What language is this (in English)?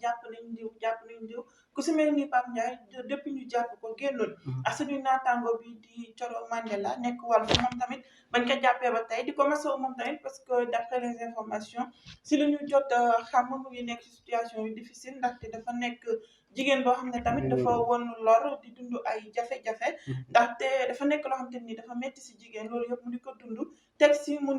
Wolof